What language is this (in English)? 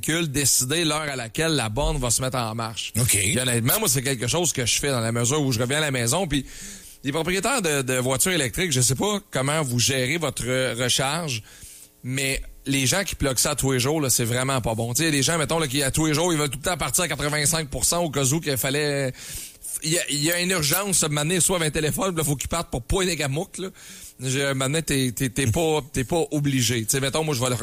French